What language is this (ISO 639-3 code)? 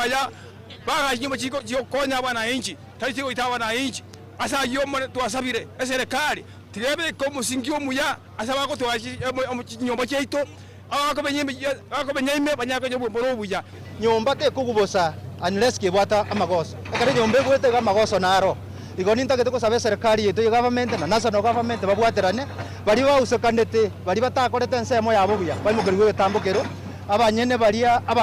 guz